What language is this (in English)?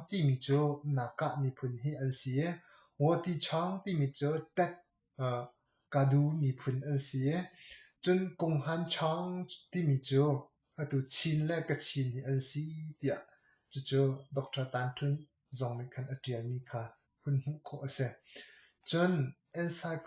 Hakha Chin